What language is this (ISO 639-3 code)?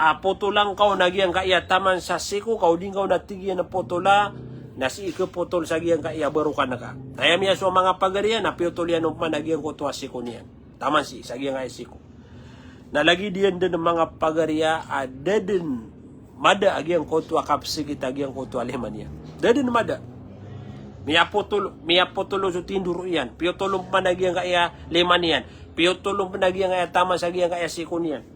mrw